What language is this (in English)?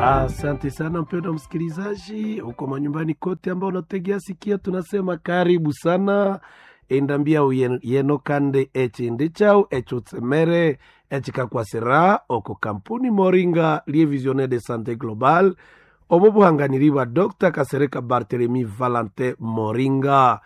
Nande